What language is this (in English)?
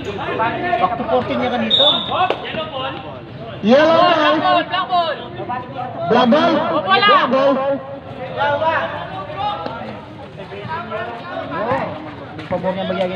Filipino